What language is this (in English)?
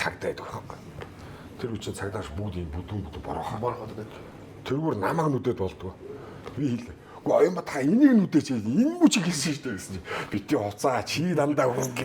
Mongolian